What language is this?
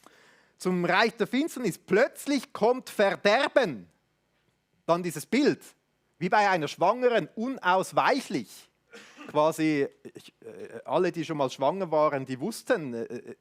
Swiss German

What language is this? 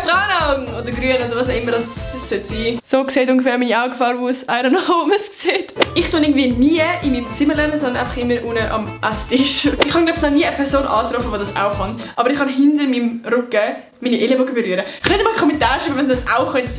Swiss German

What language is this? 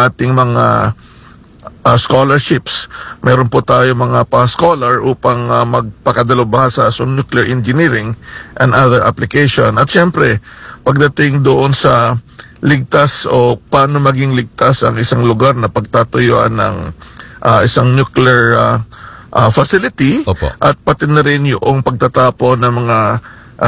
Filipino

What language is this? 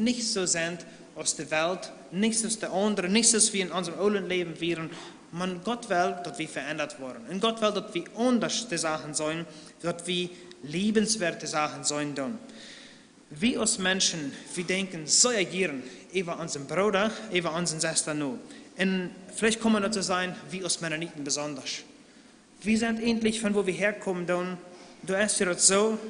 Plautdietsch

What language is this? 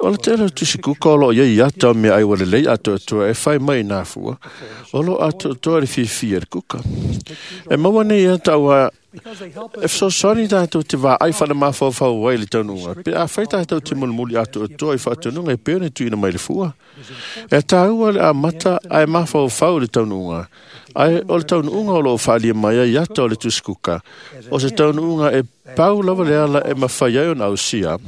Samoan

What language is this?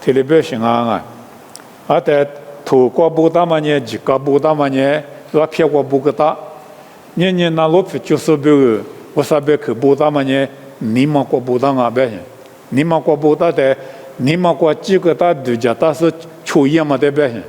Lisu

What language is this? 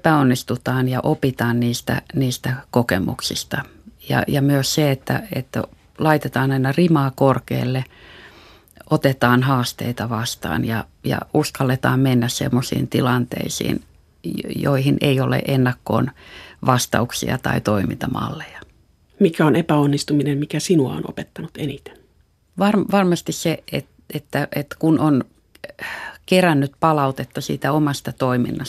Finnish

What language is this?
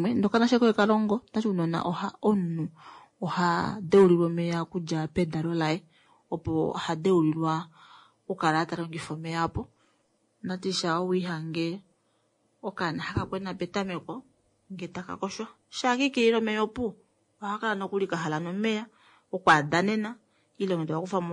Kuanyama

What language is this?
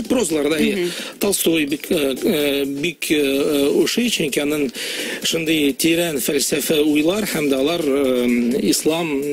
Tatar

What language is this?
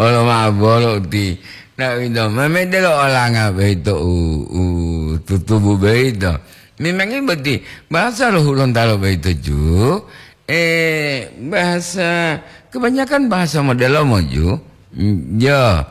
Gorontalo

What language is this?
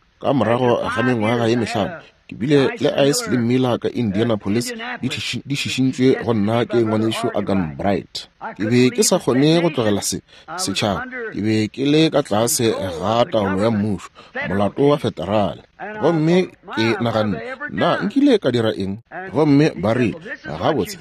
Northern Sotho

